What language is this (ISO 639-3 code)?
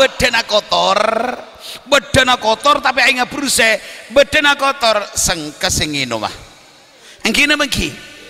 mad